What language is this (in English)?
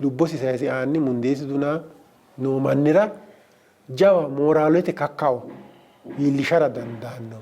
Sidamo